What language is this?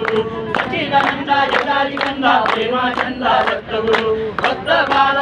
Marathi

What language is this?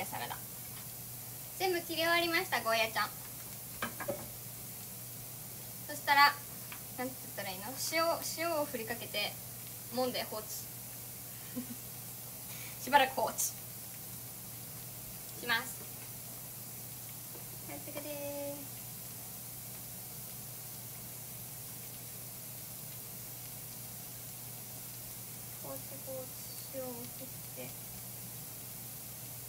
Japanese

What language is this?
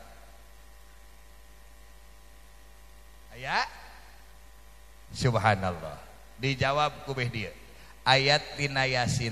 Sundanese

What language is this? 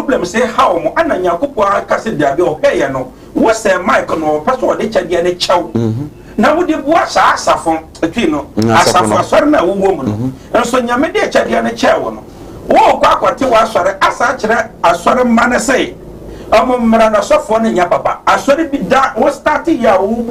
Akan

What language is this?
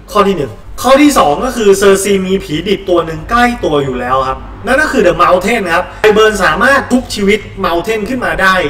Thai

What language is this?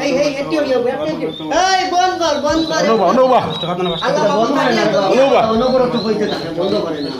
Sylheti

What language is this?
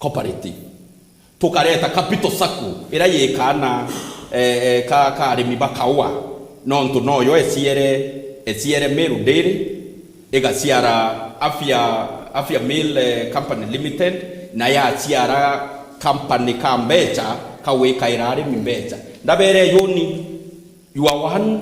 Meru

